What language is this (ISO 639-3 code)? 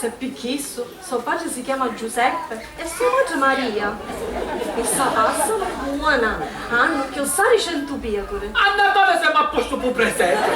scn